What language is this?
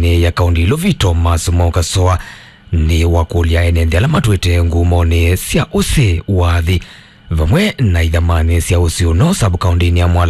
Kamba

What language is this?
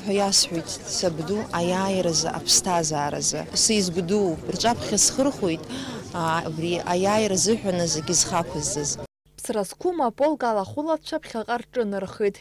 Abkhazian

